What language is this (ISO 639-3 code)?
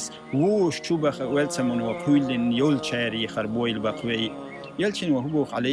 che